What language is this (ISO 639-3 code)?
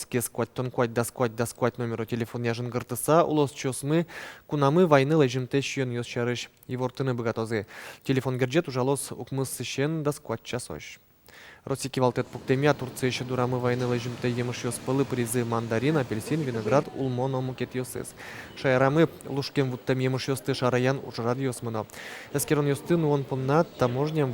udm